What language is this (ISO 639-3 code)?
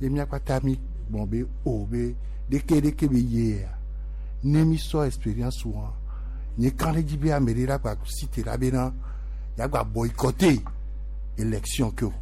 gej